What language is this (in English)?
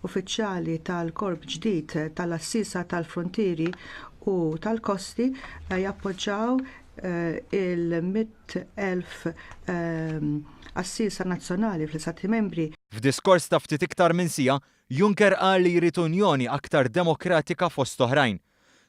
Maltese